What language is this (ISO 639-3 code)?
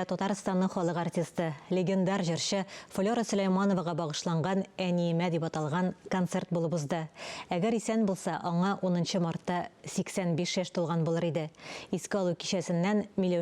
tat